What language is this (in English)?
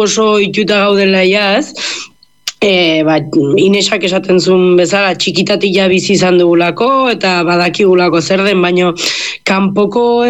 Basque